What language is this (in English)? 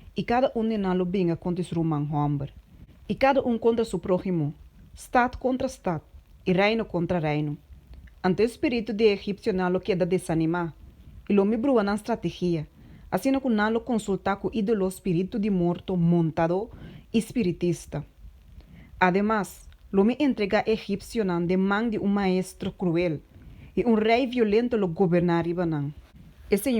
Papiamento